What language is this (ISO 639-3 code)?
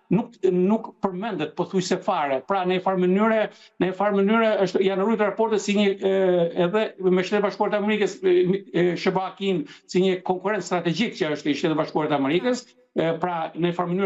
sqi